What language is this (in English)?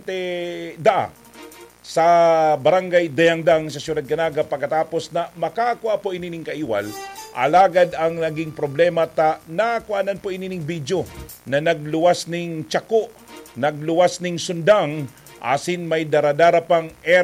Bikol